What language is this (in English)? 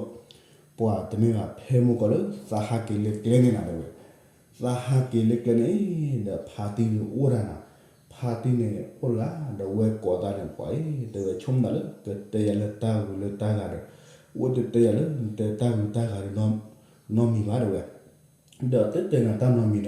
S'gaw Karen